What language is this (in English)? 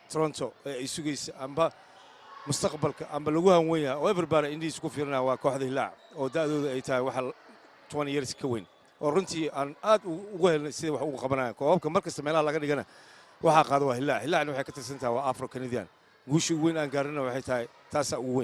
Somali